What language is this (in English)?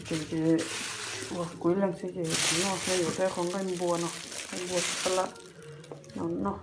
Hmong